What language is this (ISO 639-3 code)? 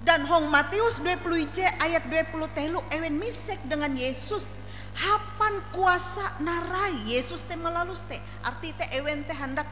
nij